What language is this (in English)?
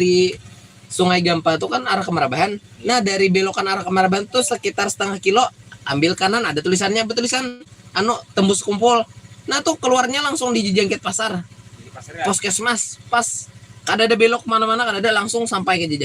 Banjar